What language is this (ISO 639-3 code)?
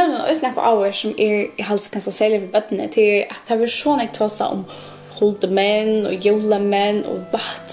fao